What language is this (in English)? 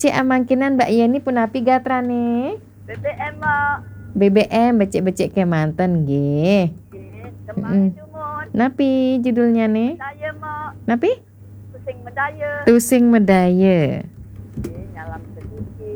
Balinese